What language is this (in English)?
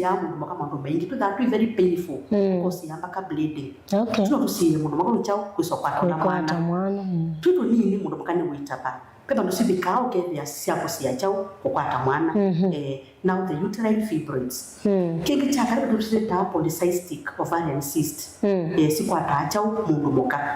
Kamba